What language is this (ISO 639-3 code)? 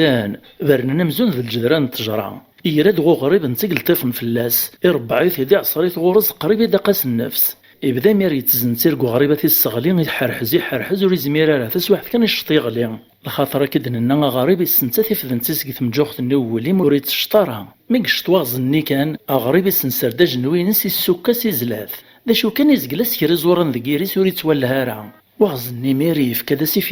kab